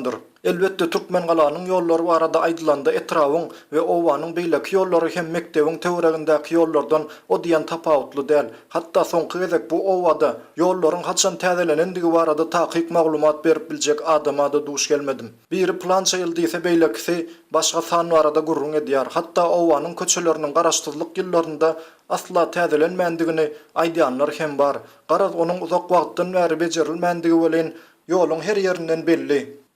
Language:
Turkmen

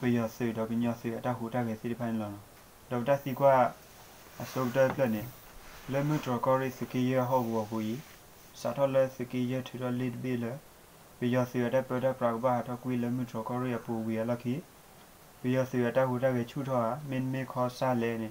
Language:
S'gaw Karen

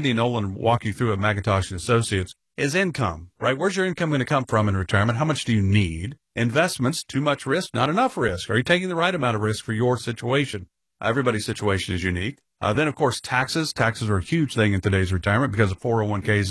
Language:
English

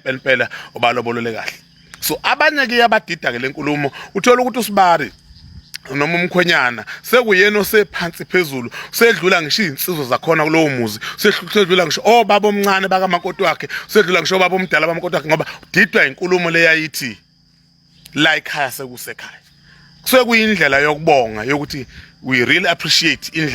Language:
Zulu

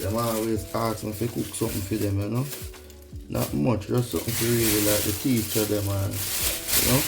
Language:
Jamaican Creole English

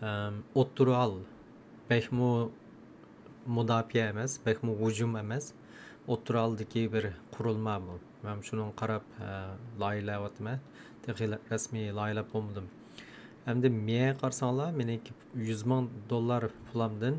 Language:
Uyghur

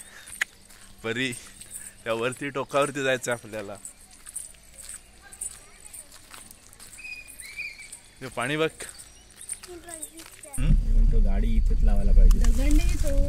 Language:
Marathi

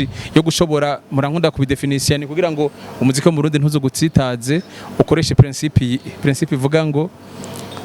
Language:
Rundi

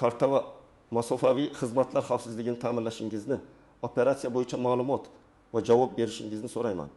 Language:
Uzbek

